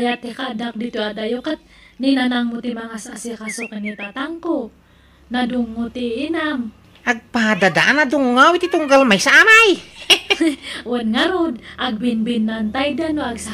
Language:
Iloko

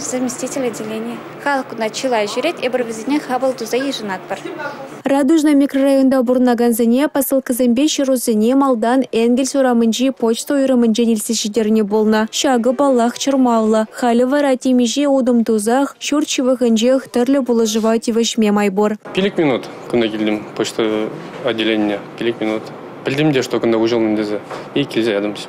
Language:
Chuvash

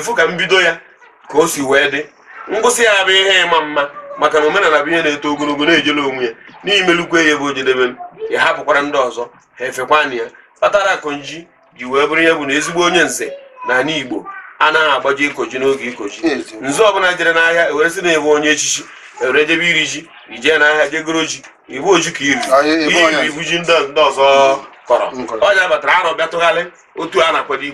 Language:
Igbo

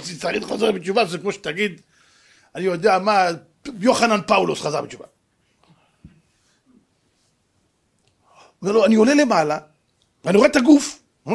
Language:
Hebrew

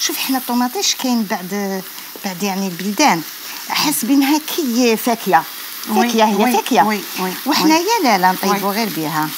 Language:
Algerian Arabic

